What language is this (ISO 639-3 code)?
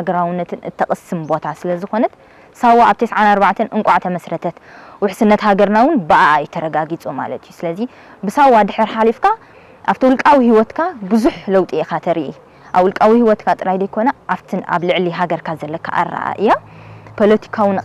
tir